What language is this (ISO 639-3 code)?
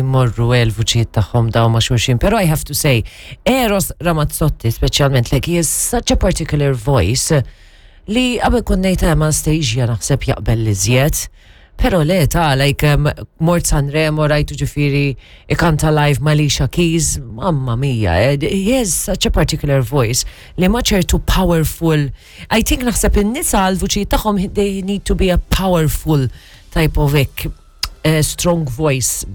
mlt